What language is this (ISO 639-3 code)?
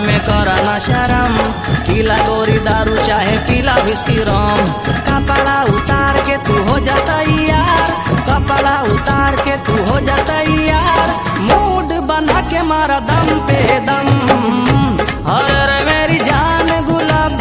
bho